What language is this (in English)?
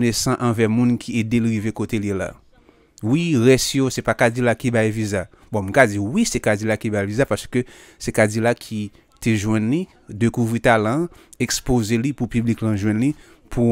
Haitian Creole